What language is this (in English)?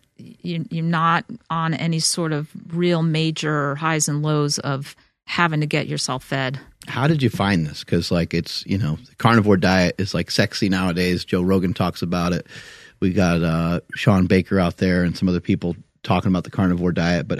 English